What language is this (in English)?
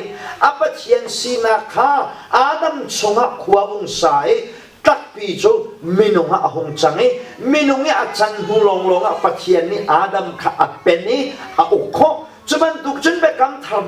Hakha Chin